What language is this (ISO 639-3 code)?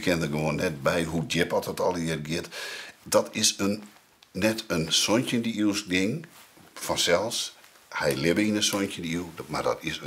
fry